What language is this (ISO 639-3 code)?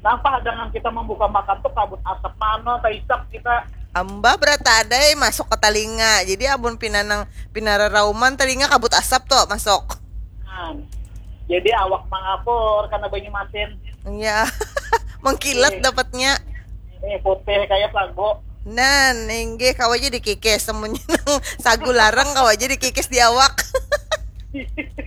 bjn